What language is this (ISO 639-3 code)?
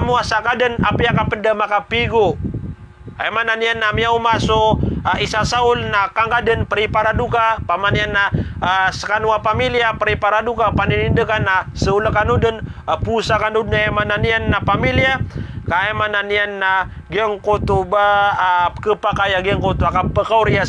mrw